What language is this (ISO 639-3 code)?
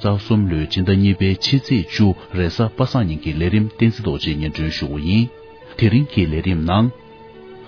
bod